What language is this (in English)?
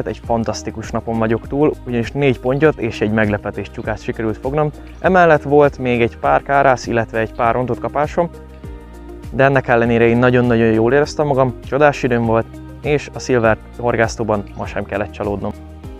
Hungarian